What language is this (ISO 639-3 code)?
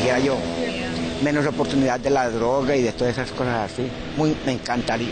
spa